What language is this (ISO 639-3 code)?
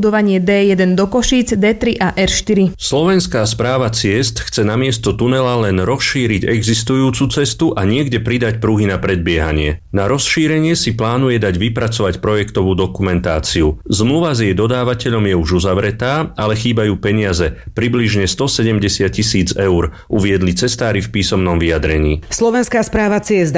slk